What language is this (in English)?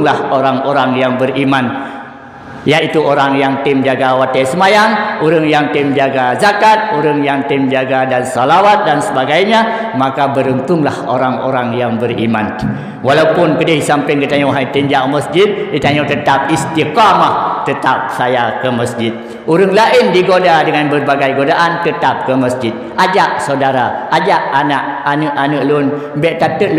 Achinese